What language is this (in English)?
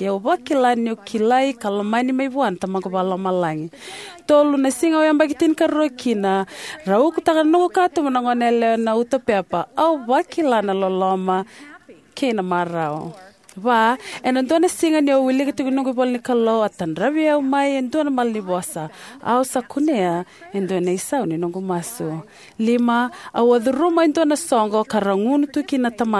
Fijian